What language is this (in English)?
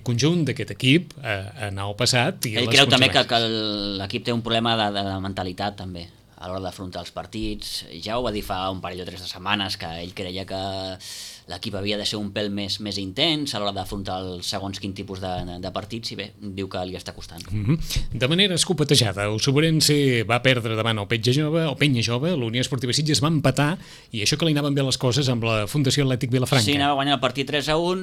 Catalan